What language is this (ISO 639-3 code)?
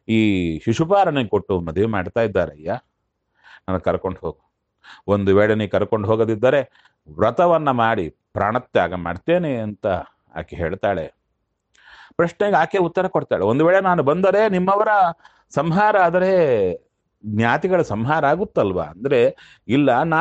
kan